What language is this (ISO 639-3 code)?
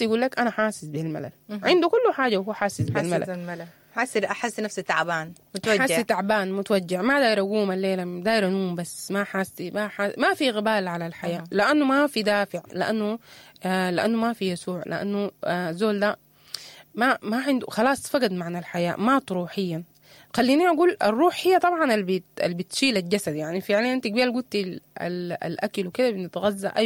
apd